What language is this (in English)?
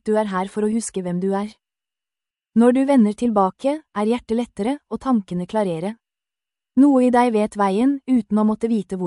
Norwegian